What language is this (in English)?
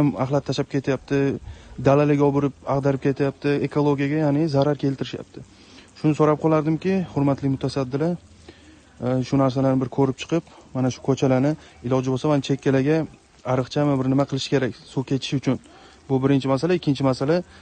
Uzbek